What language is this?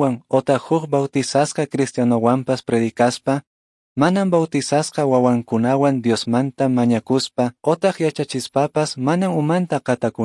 Quechua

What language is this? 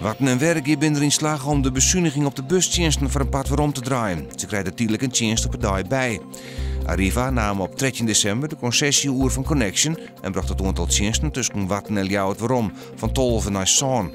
Western Frisian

